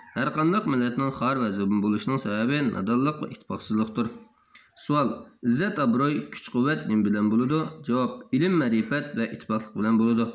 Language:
Uyghur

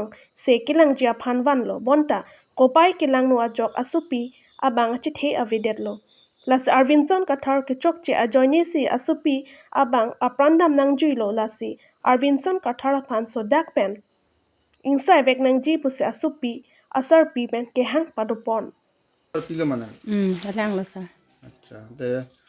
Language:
Karbi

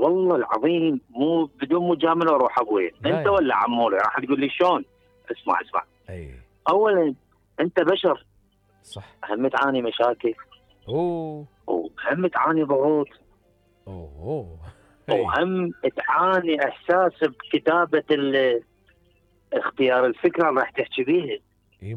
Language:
Mesopotamian Arabic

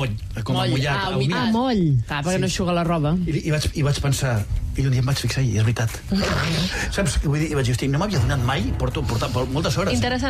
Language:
Catalan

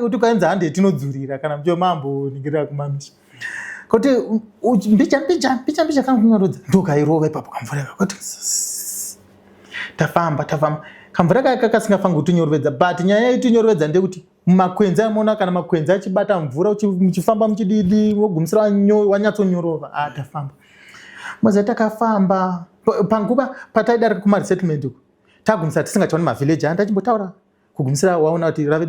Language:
Shona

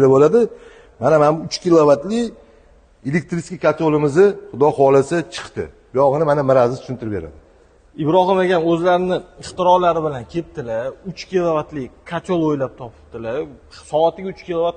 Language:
Uzbek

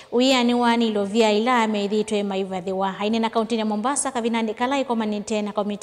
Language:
Kamba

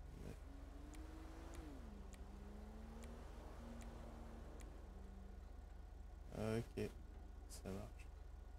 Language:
French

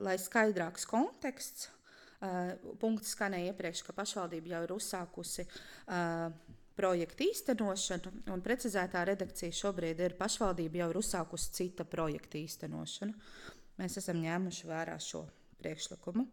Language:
Latvian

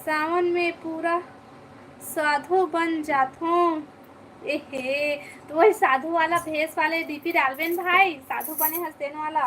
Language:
Chhattisgarhi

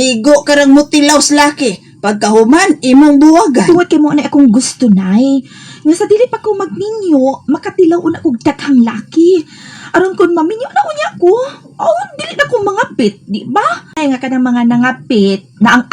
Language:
Cebuano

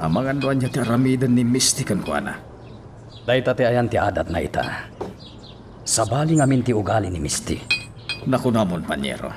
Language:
Iloko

